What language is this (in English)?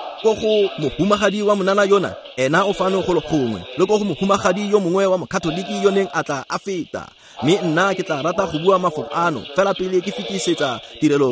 Tswana